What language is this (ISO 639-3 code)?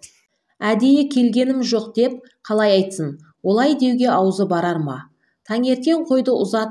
kaz